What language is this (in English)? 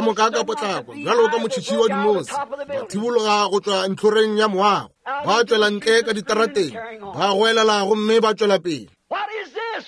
Northern Sotho